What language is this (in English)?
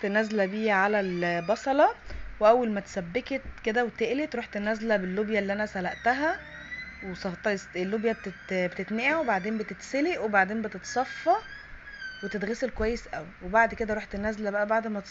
Egyptian Arabic